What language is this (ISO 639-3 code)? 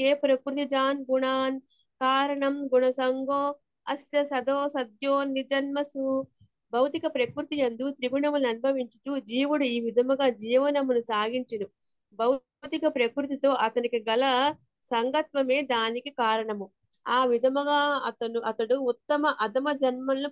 tel